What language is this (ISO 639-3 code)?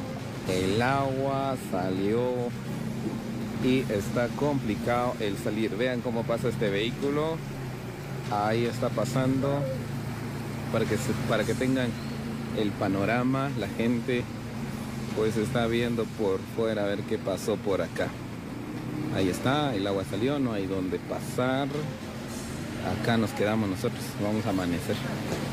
spa